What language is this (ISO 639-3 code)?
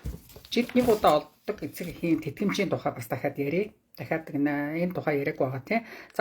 mon